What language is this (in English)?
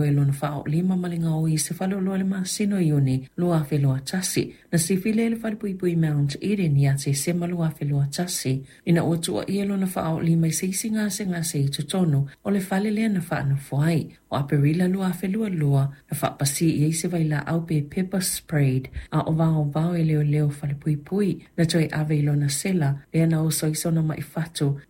Samoan